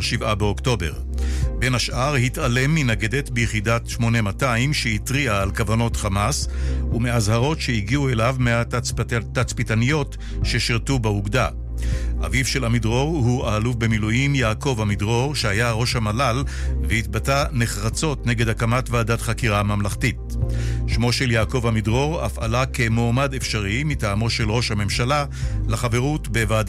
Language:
Hebrew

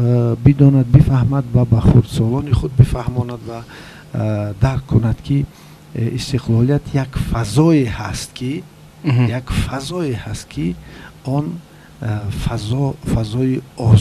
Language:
Tajik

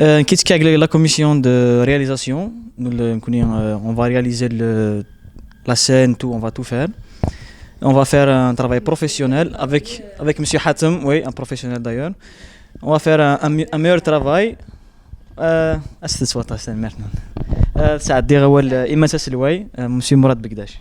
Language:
Kabyle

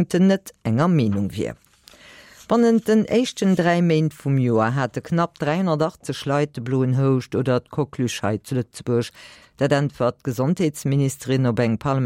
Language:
Luxembourgish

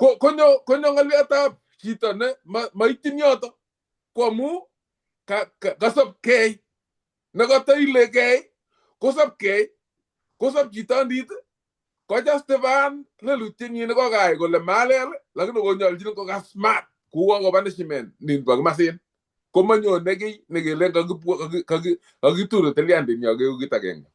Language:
Kalenjin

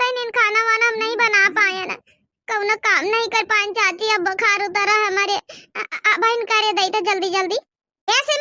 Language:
Awadhi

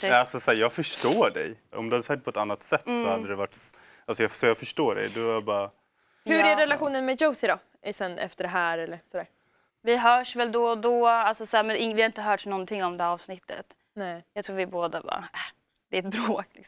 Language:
Swedish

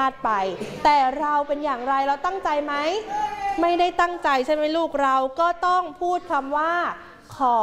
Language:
Thai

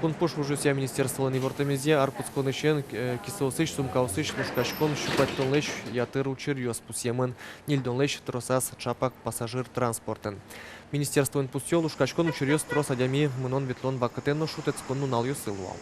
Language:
Udmurt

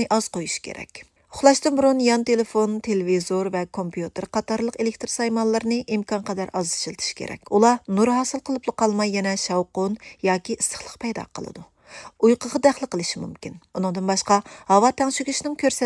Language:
Uyghur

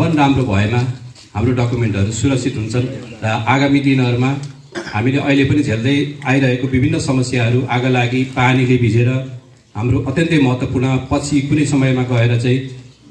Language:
Nepali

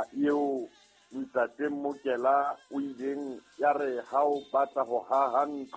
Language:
Southern Sotho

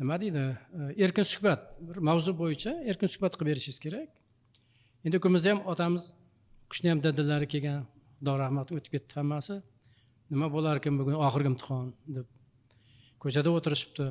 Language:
Uzbek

